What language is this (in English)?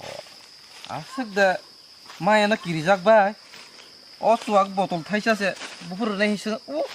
Kok Borok